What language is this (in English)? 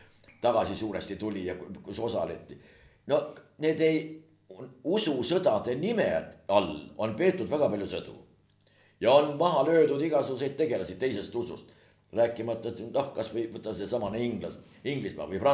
Estonian